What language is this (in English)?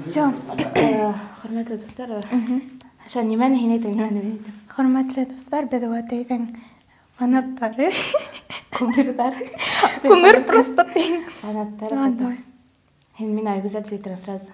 Bashkir